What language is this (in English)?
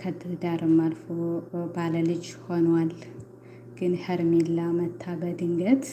Amharic